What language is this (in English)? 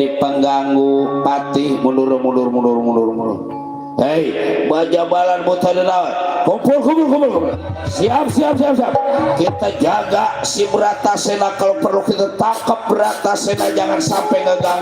Betawi